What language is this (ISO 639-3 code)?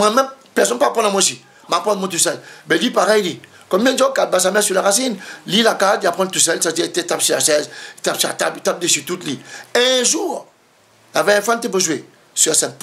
rcf